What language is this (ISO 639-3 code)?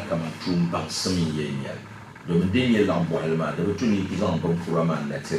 dag